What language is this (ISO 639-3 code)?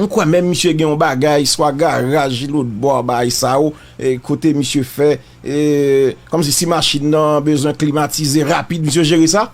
hat